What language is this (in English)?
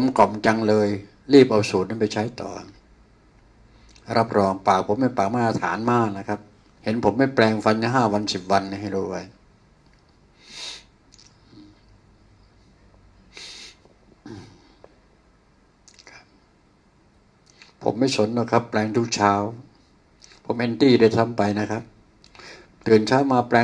Thai